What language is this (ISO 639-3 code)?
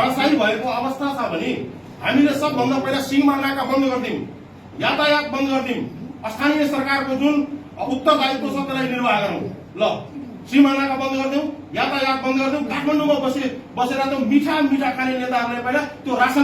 nep